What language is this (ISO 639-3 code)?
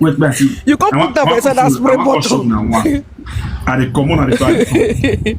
pcm